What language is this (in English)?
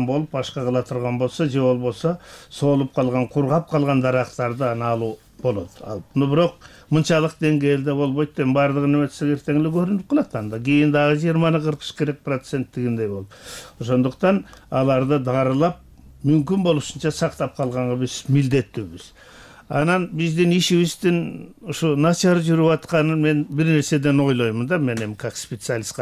Kyrgyz